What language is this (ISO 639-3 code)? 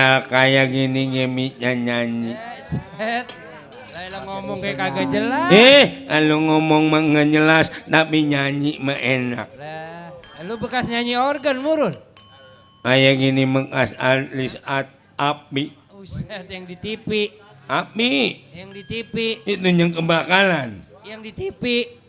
bew